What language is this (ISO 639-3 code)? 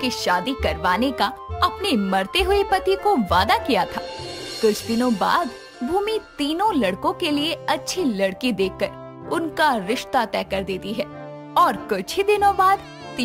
hin